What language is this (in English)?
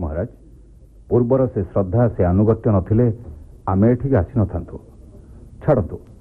Odia